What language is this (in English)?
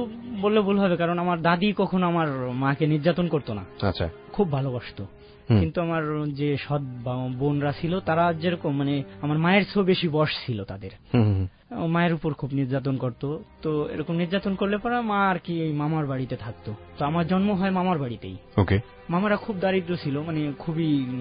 Bangla